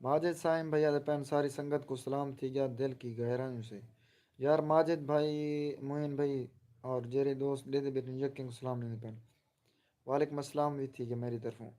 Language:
Saraiki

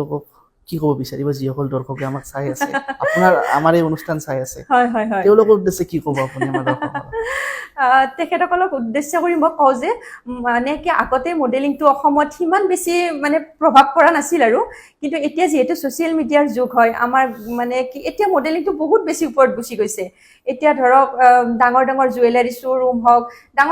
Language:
Assamese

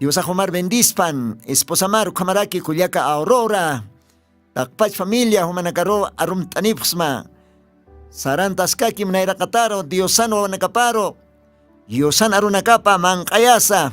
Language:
Aymara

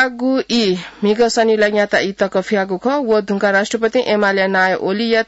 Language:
Newari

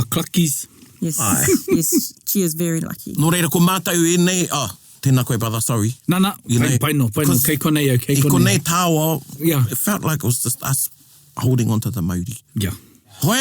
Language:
Māori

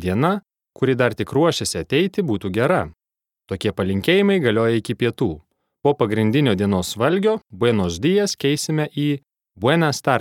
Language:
Lithuanian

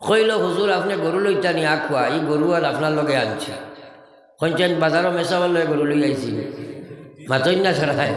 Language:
Sylheti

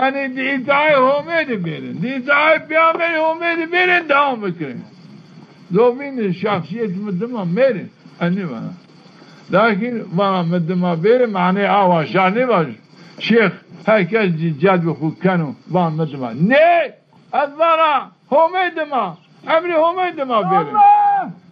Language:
Zaza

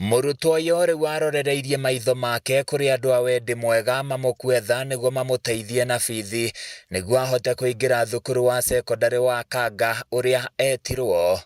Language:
Kikuyu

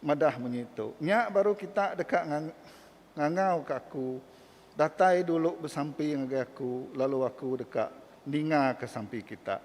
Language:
Iban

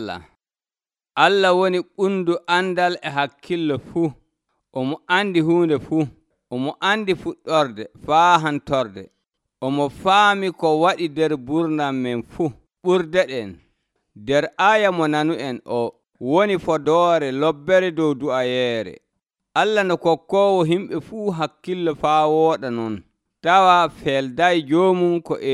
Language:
Nigerian Fulfulde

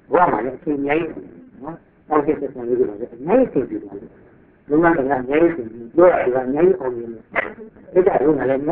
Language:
Burmese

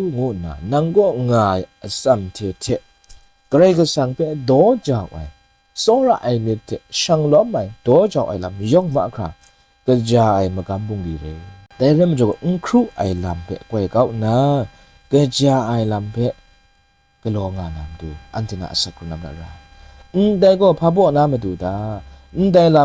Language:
Kachin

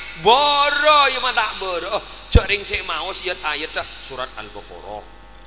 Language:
Madurese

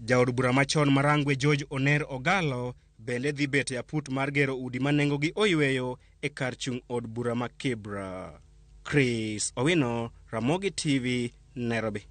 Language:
Luo (Kenya and Tanzania)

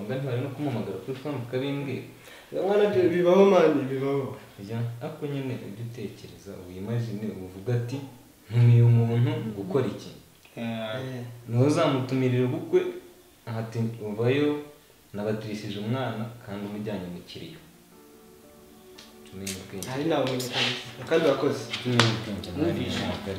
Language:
Kinyarwanda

